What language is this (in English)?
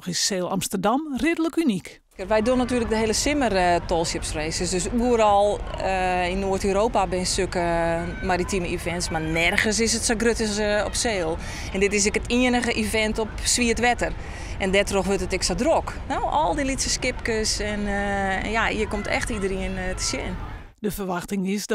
Western Frisian